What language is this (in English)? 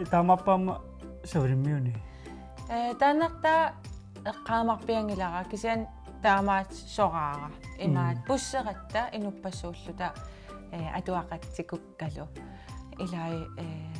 Kalaallisut